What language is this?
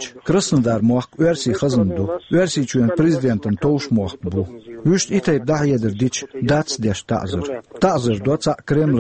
Chechen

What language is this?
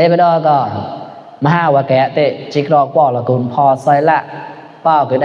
Mon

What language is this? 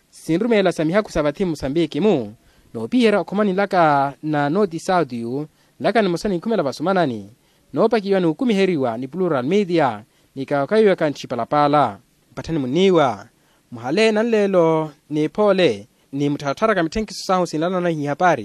Makhuwa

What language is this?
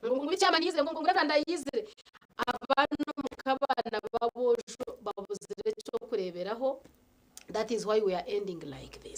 Nyankole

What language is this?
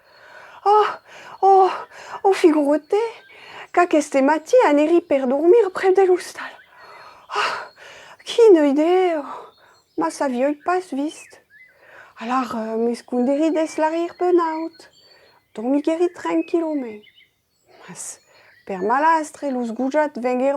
Occitan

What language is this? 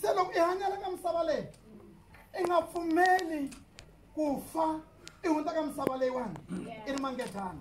Tsonga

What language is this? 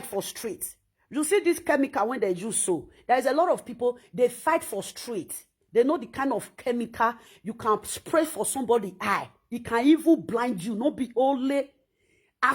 Nigerian Pidgin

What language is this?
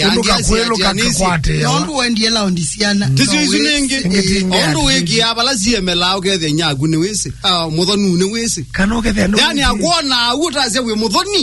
Kamba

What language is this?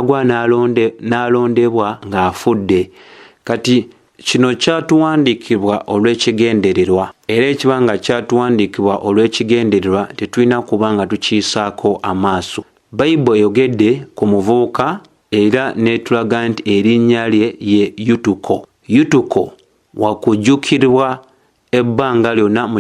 Ganda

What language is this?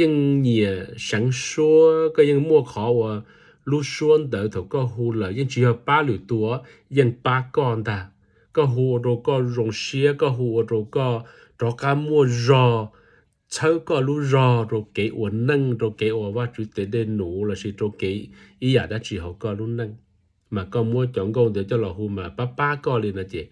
Hmong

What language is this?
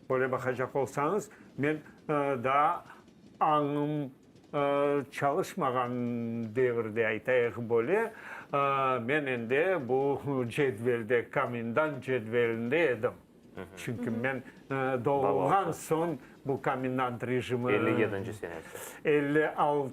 Crimean Tatar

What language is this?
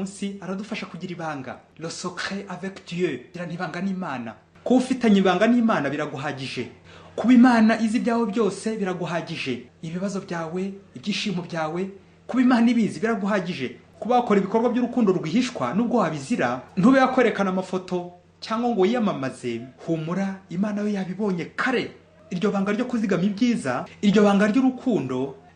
Kinyarwanda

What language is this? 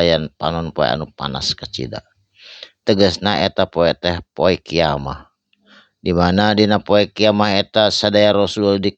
Sundanese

